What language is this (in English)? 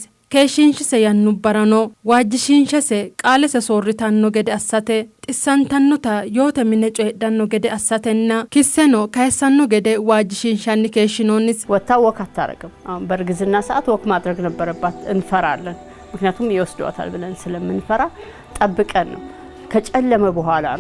Sidamo